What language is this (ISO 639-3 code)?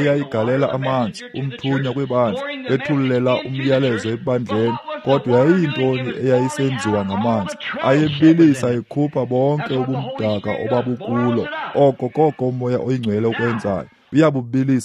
xho